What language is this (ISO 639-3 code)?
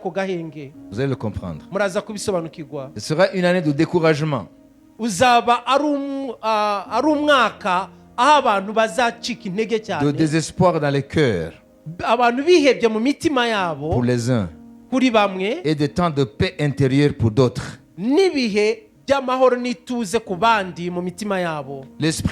kin